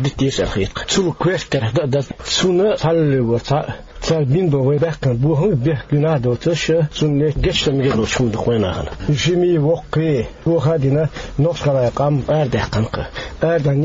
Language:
Chechen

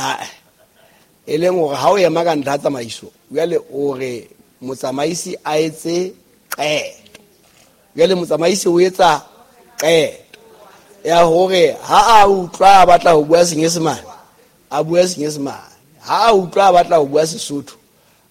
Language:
Southern Sotho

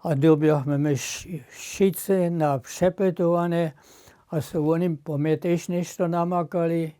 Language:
Upper Sorbian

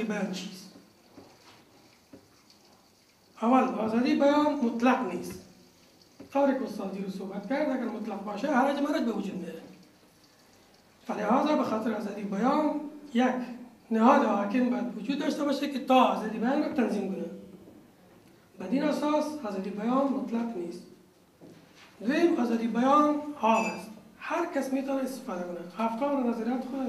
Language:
Persian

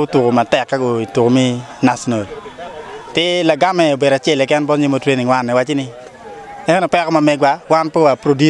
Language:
Acoli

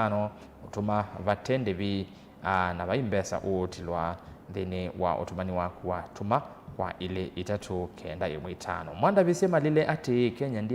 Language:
Kamba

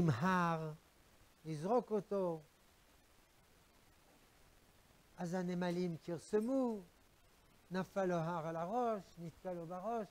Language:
Hebrew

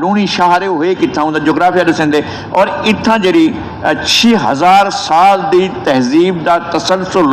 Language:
Saraiki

